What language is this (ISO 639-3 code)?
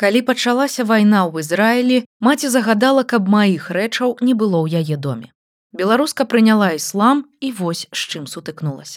bel